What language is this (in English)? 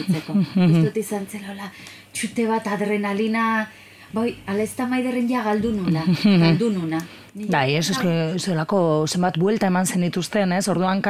Basque